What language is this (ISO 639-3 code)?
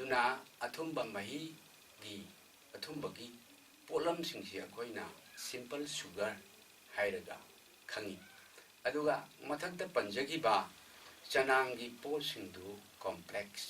mni